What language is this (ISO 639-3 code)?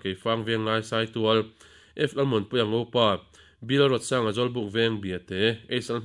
lus